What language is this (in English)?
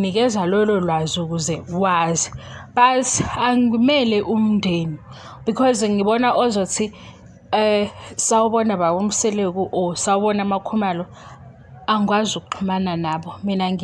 Zulu